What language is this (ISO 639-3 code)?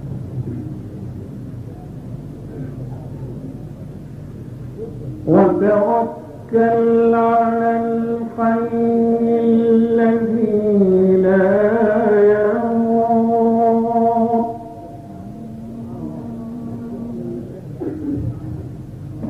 ara